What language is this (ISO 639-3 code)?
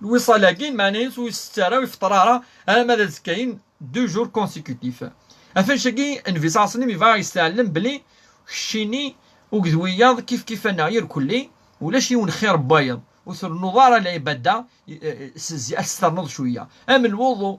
kab